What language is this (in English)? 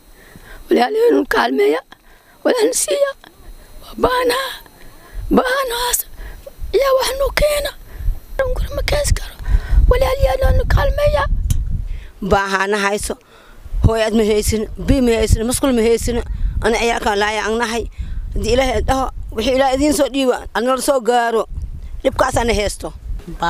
Somali